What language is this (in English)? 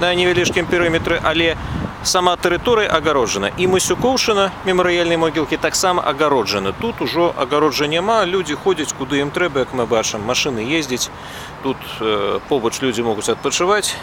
Belarusian